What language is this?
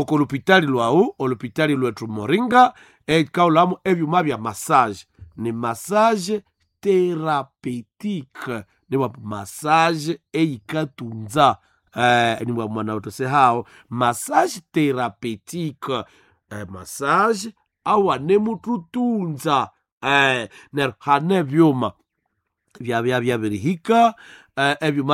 Nande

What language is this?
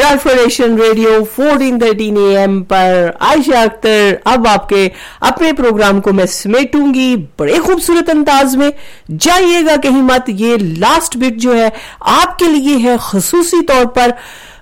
Urdu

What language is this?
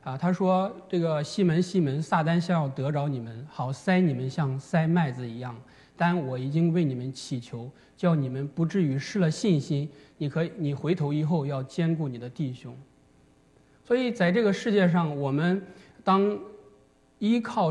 Chinese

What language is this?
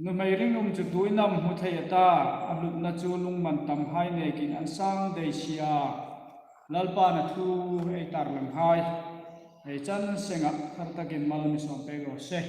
Hmar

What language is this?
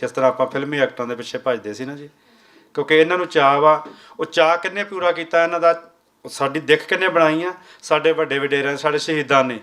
Western Panjabi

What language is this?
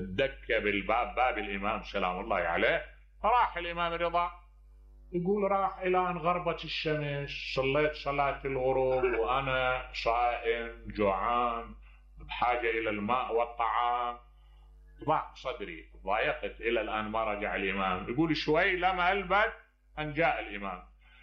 Mesopotamian Arabic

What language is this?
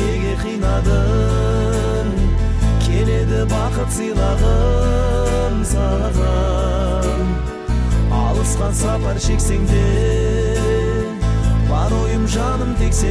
Kazakh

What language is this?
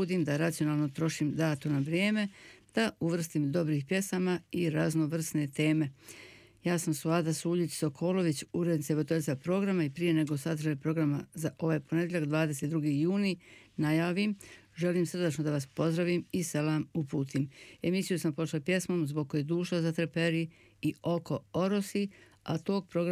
Bosnian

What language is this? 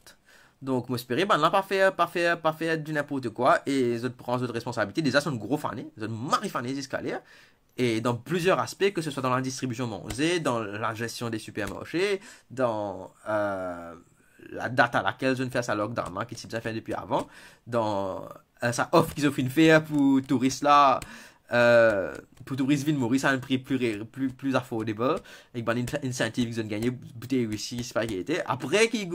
Morisyen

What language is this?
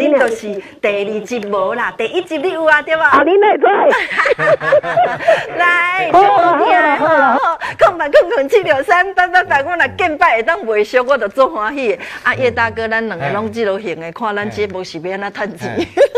Min Nan Chinese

